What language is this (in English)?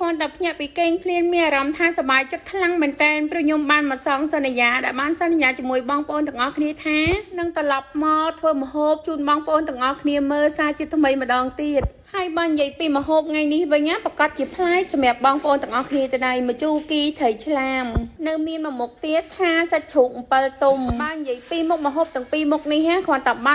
Khmer